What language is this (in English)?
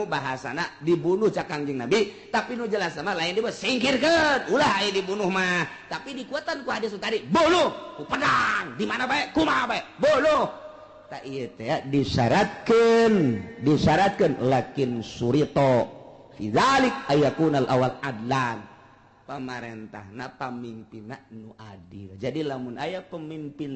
Sundanese